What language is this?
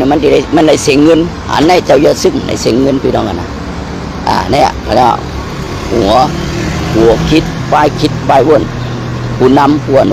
Shan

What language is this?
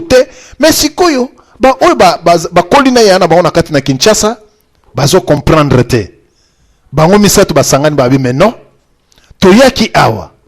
Lingala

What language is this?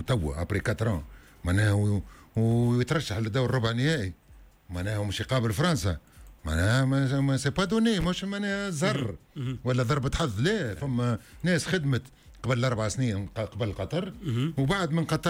Tunisian Arabic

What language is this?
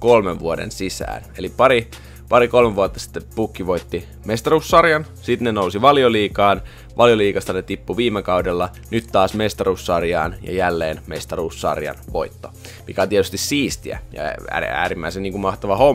Finnish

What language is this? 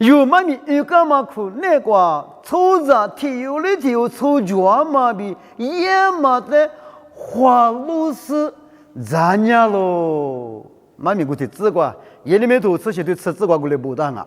Lisu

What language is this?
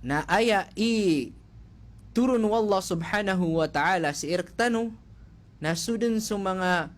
Maranao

